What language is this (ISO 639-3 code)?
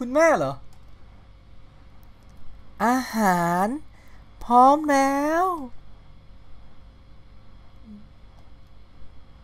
tha